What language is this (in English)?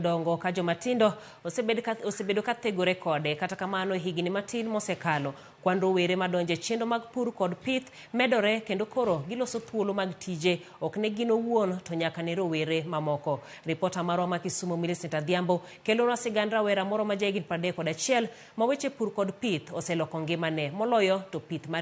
Luo (Kenya and Tanzania)